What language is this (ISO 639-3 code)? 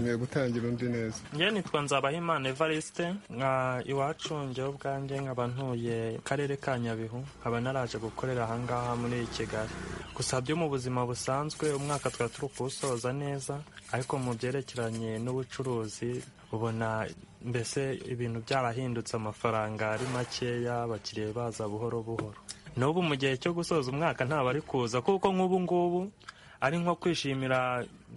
kin